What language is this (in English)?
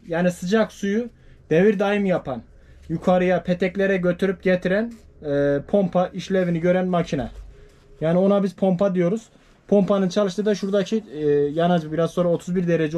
Turkish